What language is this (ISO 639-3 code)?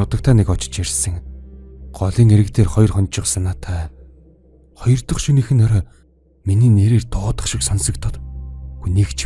mon